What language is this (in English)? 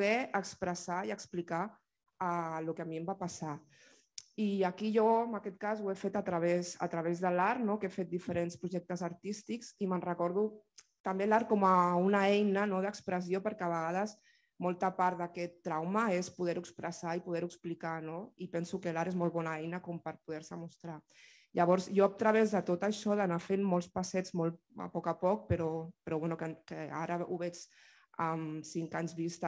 Catalan